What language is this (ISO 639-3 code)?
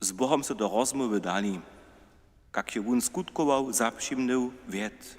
hsb